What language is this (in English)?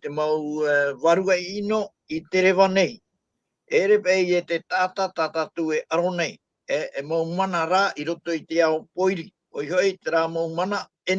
Tahitian